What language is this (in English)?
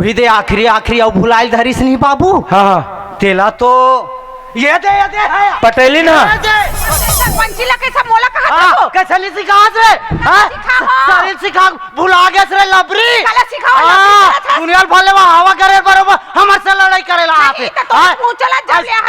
Chhattisgarhi